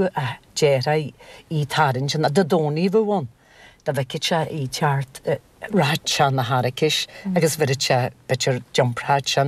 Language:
Irish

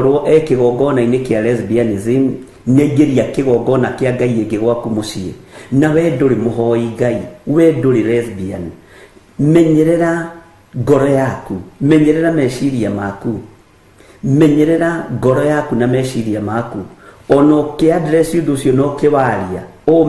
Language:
Kikuyu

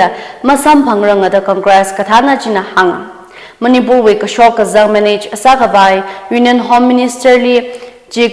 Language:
Tangkhul Naga (India)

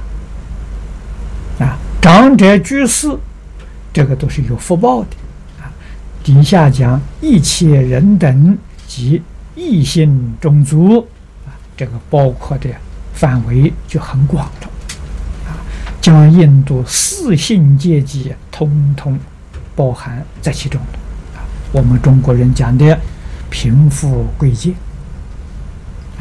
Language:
Chinese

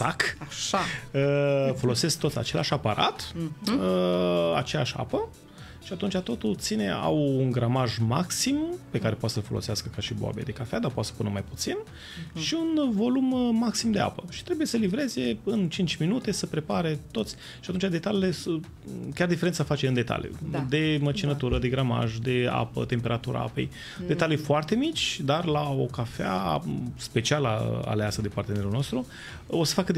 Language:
Romanian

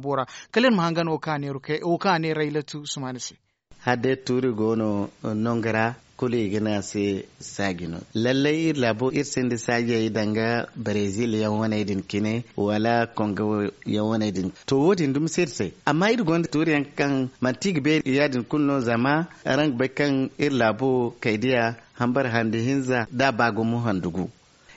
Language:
Zarma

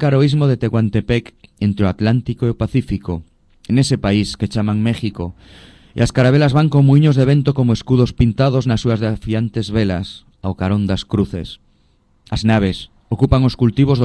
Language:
Galician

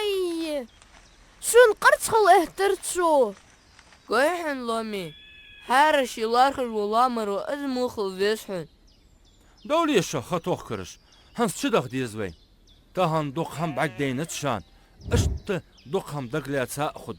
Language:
Ingush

